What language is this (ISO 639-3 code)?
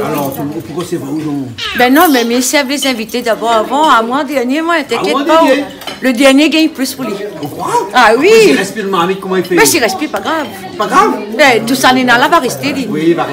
rcf